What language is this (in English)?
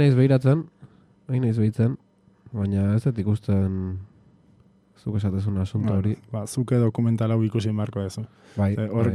Basque